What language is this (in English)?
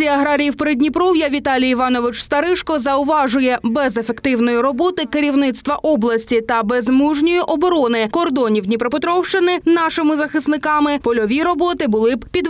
Ukrainian